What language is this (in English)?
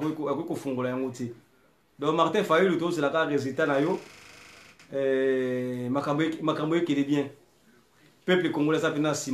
Lingala